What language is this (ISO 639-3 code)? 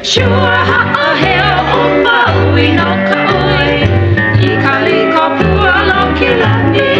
haw